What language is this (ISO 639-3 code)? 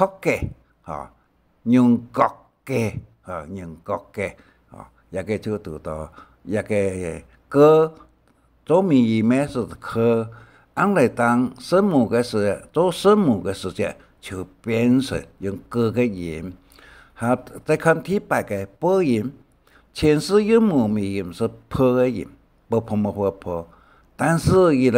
hak